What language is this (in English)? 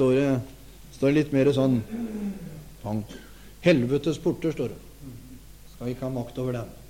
Norwegian